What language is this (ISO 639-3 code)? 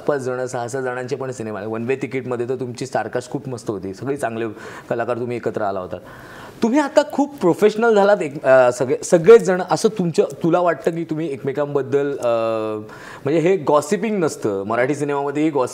mar